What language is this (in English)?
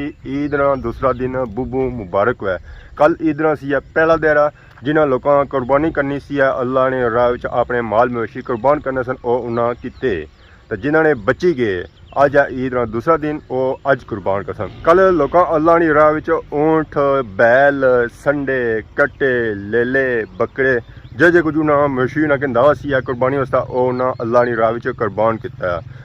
Pahari-Potwari